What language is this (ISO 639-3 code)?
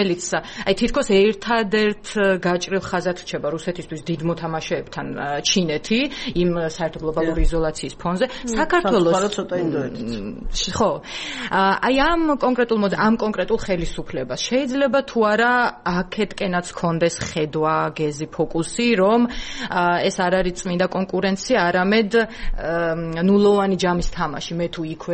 kat